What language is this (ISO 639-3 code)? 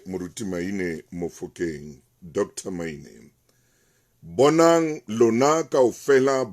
sot